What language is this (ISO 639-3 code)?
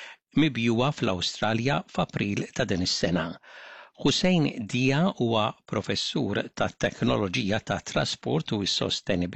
mlt